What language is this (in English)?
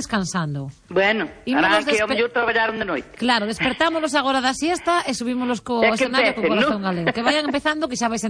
Galician